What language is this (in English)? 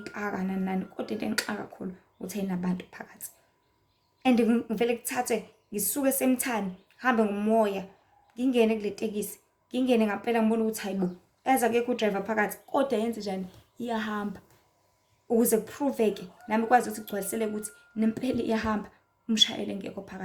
Zulu